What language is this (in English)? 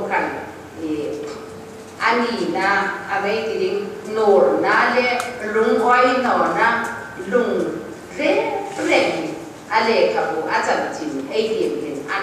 Hmar